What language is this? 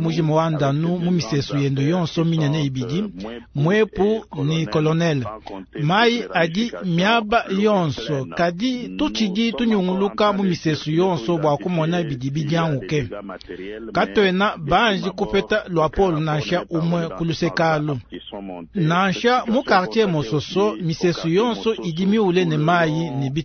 Luba-Lulua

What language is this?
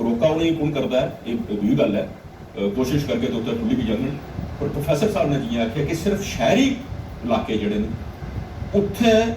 Dogri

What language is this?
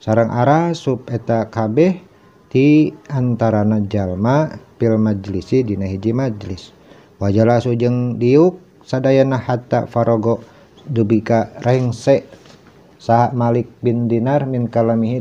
Sundanese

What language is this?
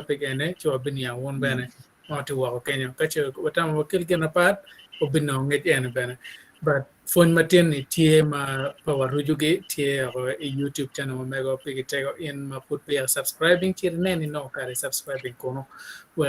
Acoli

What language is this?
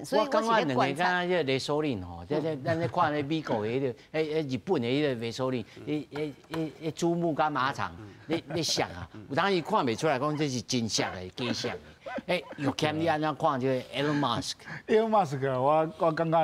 Min Nan Chinese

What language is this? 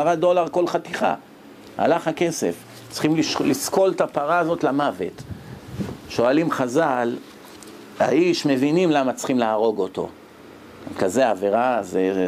Hebrew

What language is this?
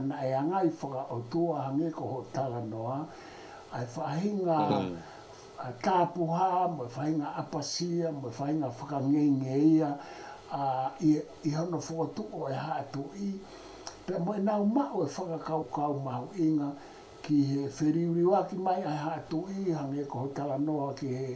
Tongan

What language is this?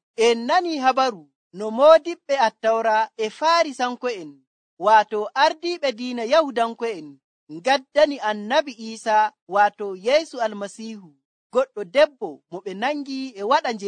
Nigerian Fulfulde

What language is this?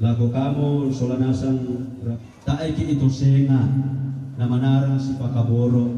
Toraja-Sa'dan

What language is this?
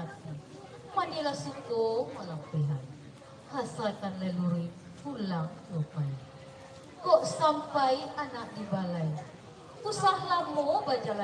Minangkabau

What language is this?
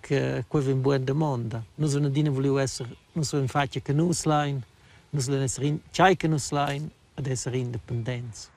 Romansh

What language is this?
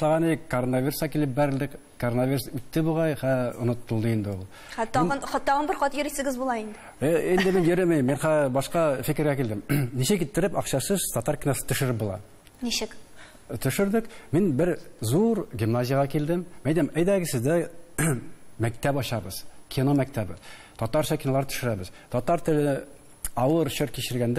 Tatar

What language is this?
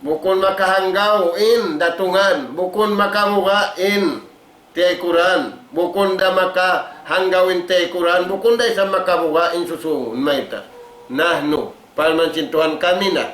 Tausug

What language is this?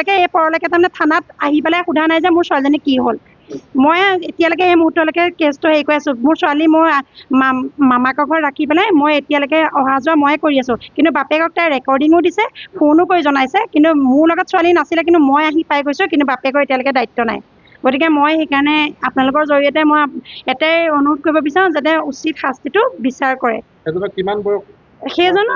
Assamese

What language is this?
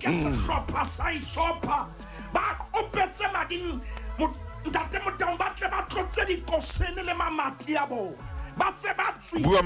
Southern Sotho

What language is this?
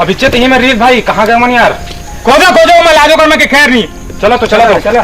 Chhattisgarhi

